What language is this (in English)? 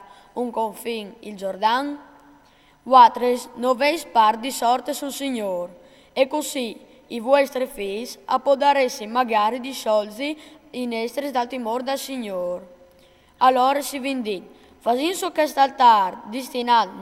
Friulian